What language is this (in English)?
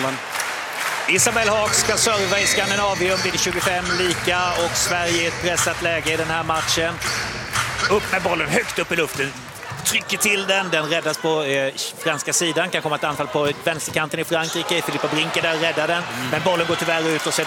Swedish